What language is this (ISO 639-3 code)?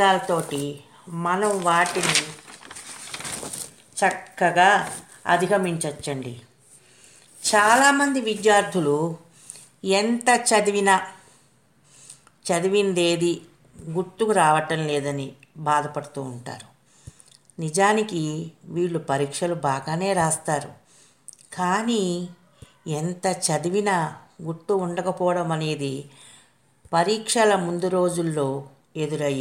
tel